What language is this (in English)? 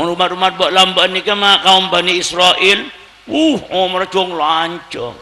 Madurese